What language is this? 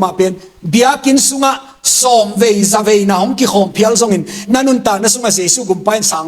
Tedim Chin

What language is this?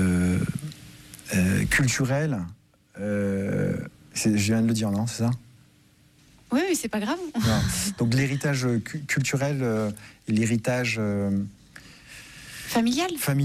French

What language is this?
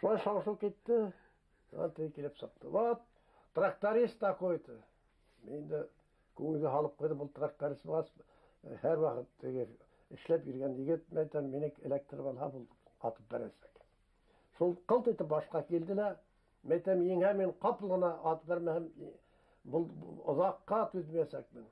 Bashkir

